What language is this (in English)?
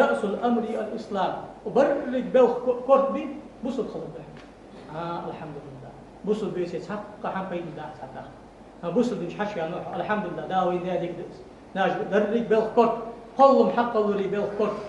Ingush